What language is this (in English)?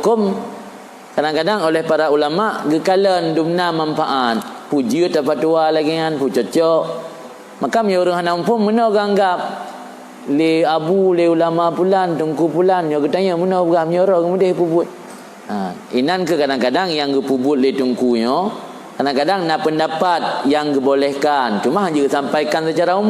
Achinese